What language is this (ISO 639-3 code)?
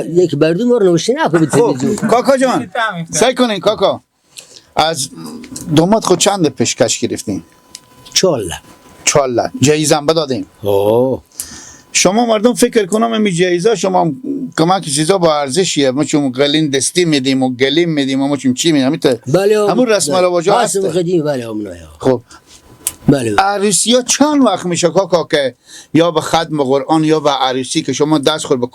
fas